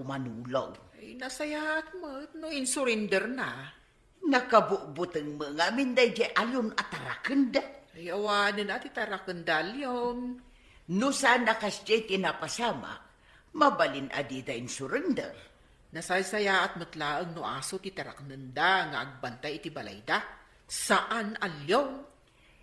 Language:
Iloko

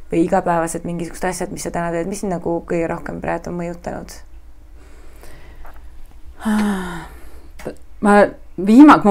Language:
Estonian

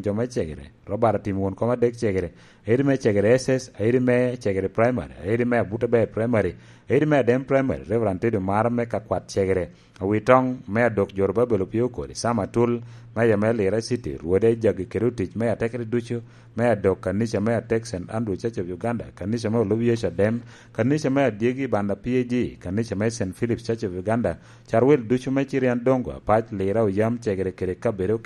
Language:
Lango (Uganda)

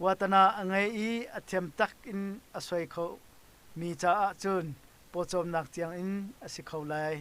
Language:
Hakha Chin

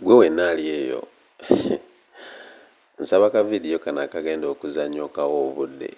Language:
Ganda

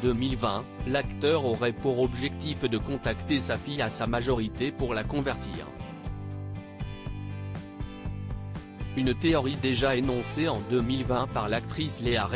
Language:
French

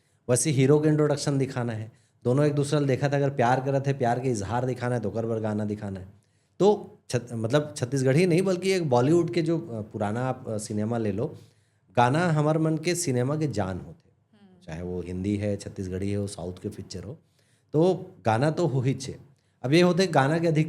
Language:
Chhattisgarhi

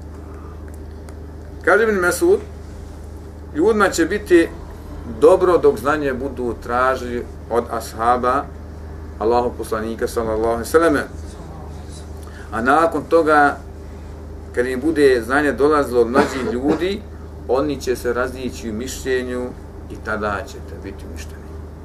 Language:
Bosnian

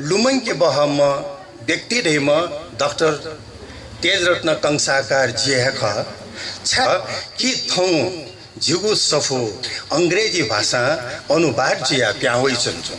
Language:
Newari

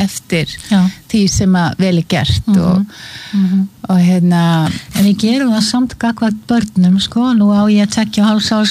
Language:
Icelandic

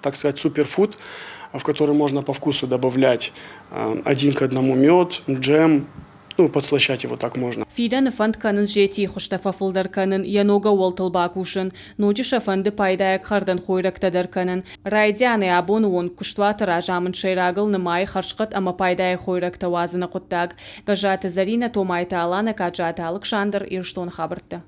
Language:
Ossetic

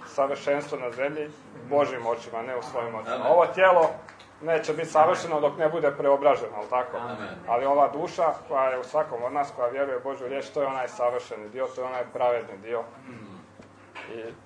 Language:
Croatian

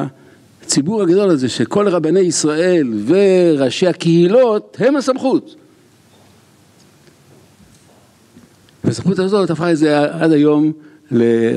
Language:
Hebrew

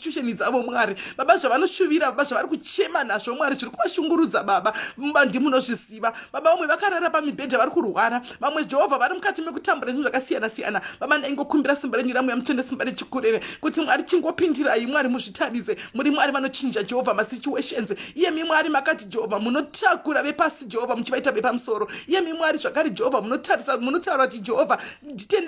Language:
Shona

